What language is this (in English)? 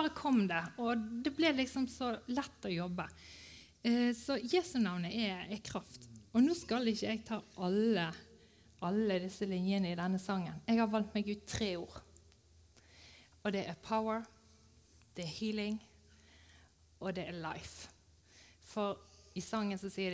Norwegian